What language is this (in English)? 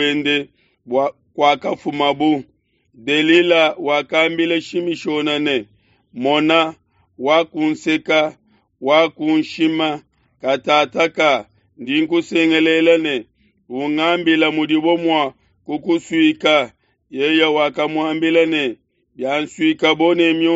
Luba-Lulua